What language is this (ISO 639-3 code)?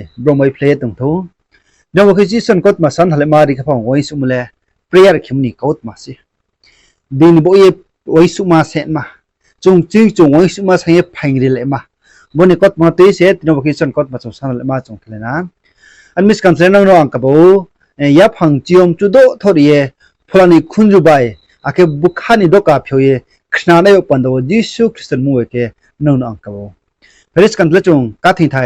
ria